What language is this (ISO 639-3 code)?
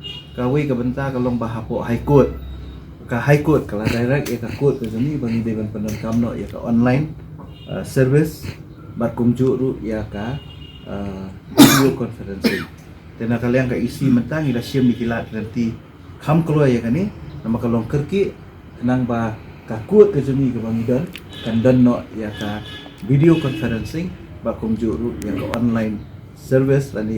kha